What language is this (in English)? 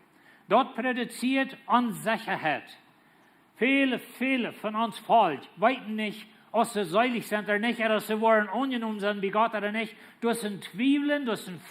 Plautdietsch